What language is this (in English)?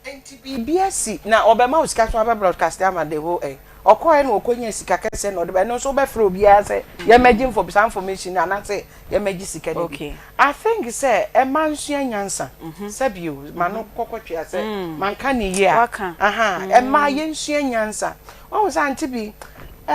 Akan